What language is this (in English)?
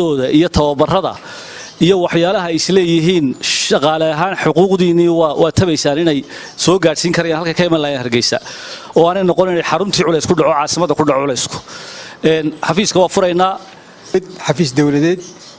Somali